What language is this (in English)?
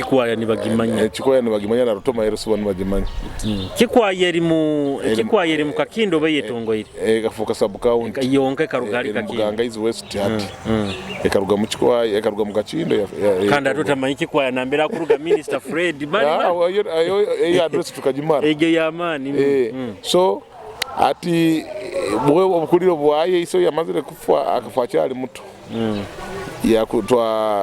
Nyoro